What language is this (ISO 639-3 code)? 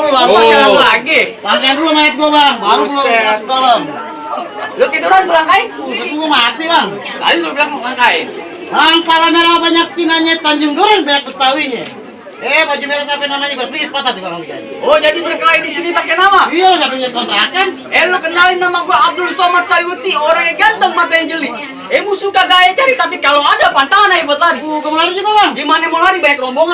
bew